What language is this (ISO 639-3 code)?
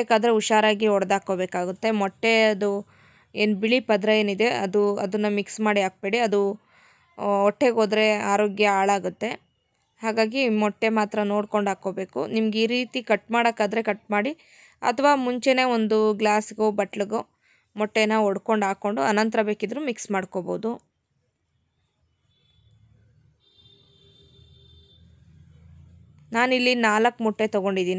kan